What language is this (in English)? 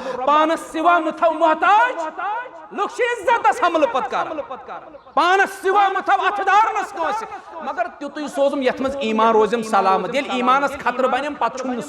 Kashmiri